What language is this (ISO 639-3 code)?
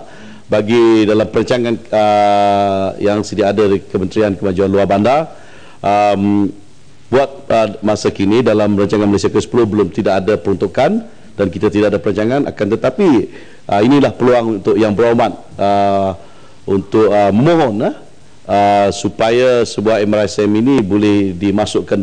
msa